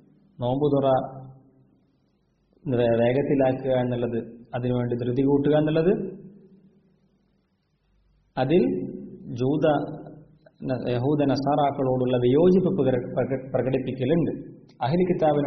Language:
Malayalam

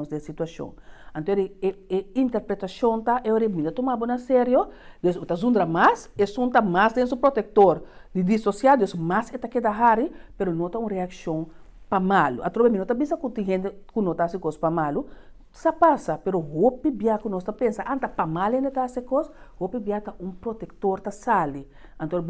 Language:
Papiamento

